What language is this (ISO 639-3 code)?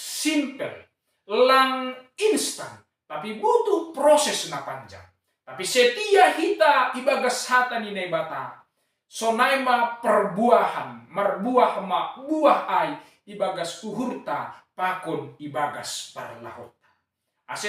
bts